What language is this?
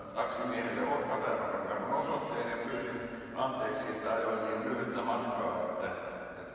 Finnish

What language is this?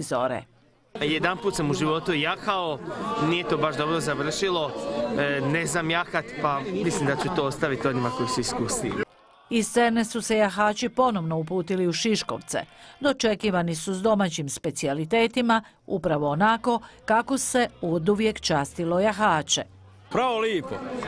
Croatian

